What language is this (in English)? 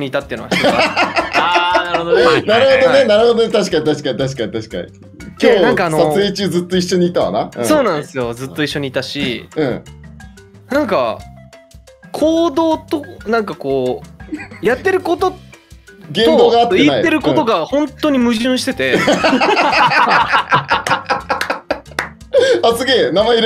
Japanese